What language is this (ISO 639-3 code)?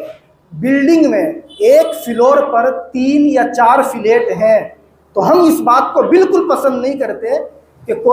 hin